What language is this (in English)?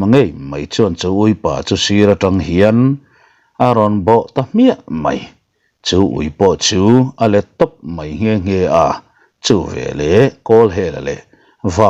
Mizo